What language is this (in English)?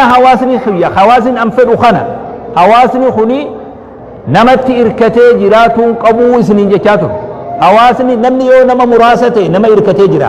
Oromo